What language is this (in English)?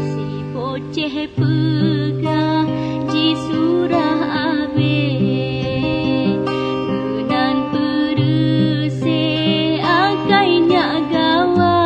Achinese